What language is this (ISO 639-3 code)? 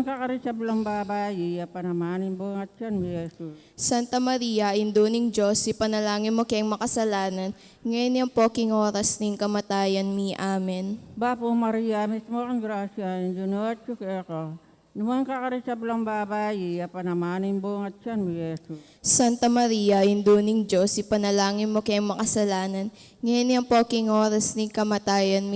pam